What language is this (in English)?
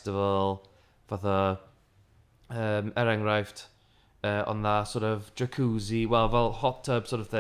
Welsh